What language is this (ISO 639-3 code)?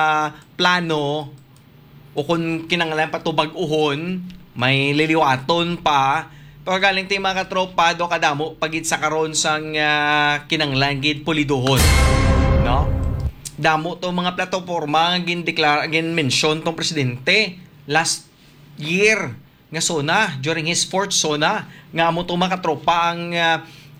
hil